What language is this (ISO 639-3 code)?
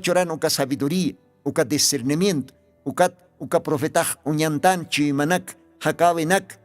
aym